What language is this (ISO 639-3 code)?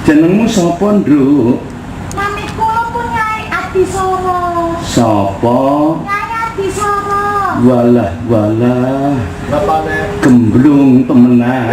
jav